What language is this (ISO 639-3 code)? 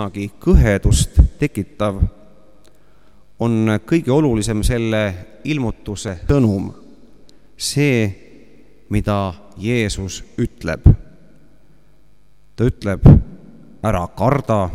est